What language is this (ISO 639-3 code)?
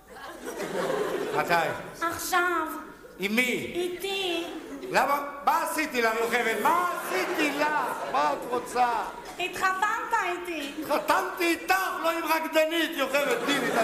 heb